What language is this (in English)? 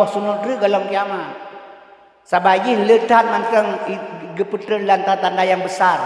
Achinese